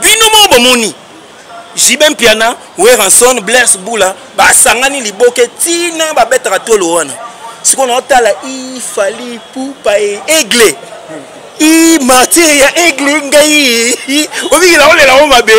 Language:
Lingala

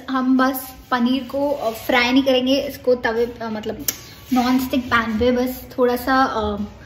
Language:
Hindi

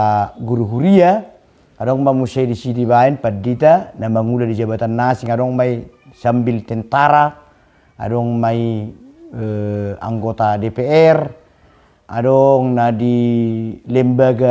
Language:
Batak Toba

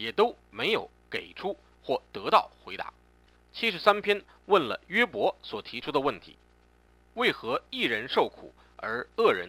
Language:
Chinese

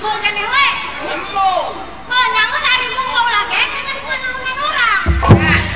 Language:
Sundanese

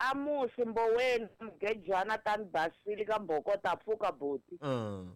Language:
Tsonga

